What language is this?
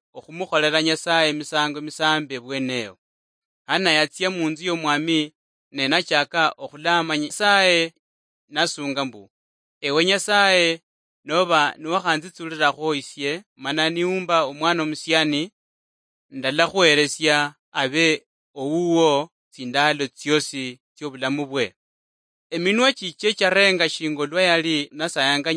Luyia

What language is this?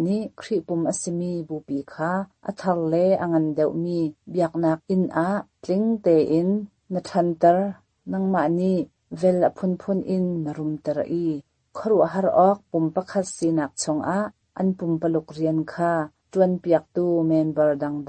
Hakha Chin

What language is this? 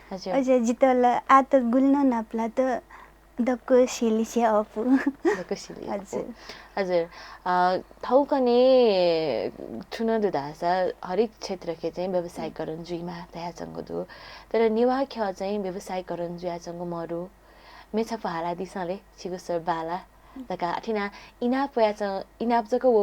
Newari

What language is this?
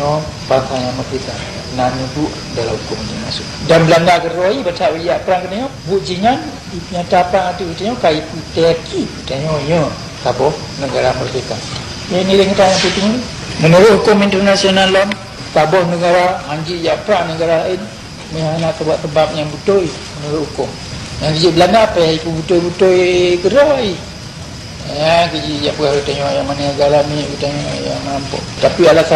Achinese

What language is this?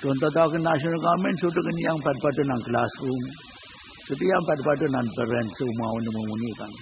Pohnpeian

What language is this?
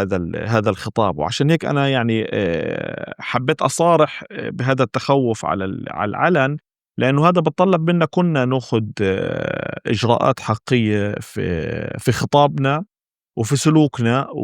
North Levantine Arabic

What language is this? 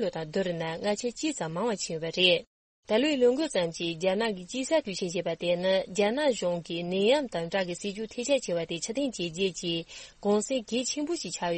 Tibetan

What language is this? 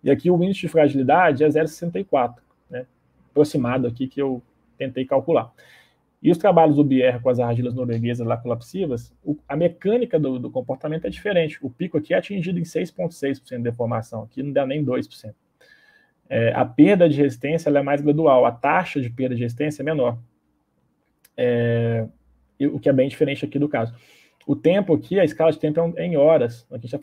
Portuguese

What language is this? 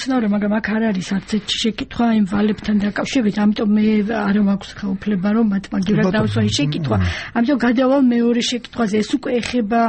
Georgian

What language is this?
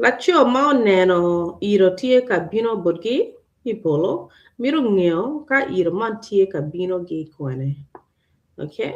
Acoli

